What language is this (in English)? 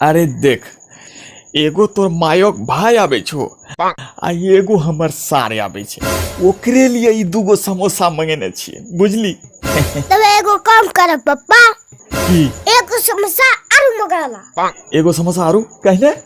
Angika